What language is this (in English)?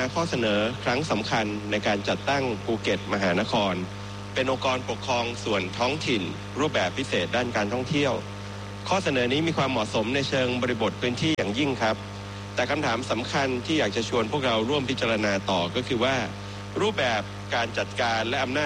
Thai